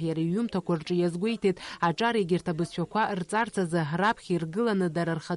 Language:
Abkhazian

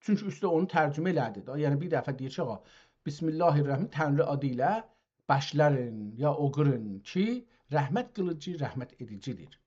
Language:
South Azerbaijani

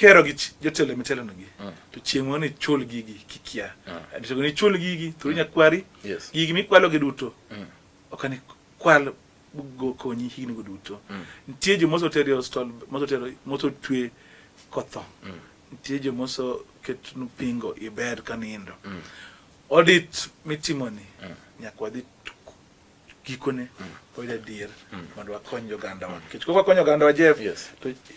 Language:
Luo (Kenya and Tanzania)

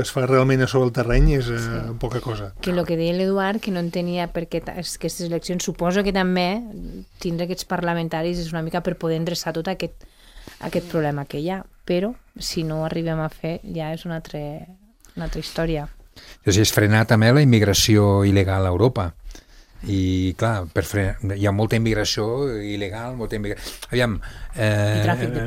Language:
Catalan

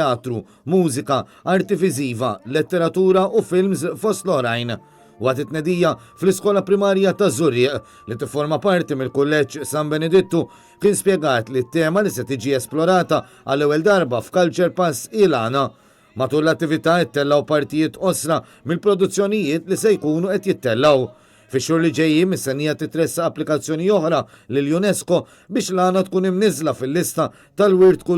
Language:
Maltese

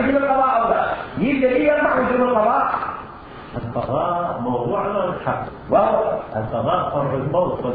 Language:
Mesopotamian Arabic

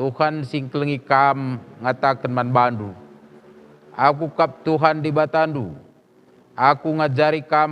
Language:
Batak Karo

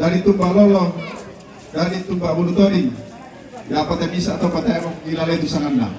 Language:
Toraja-Sa'dan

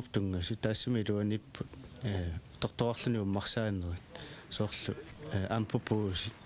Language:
Kalaallisut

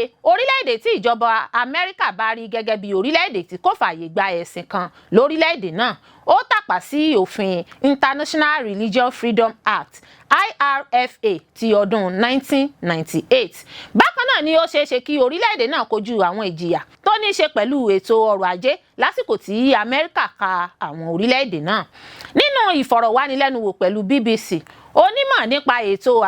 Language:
Yoruba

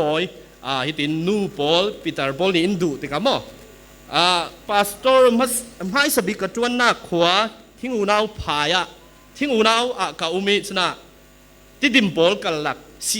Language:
Falam Chin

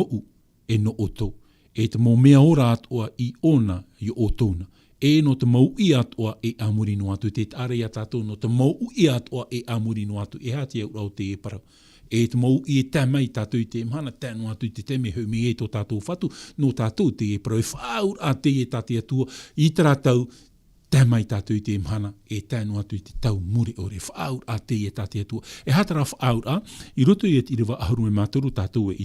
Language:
Tahitian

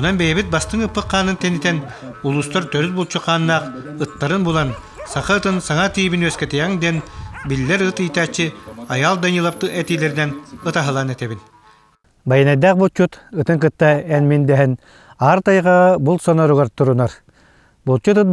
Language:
Yakut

